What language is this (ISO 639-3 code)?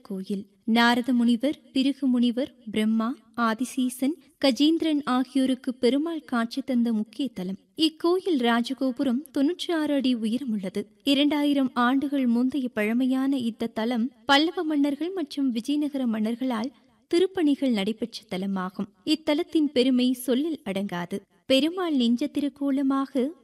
tam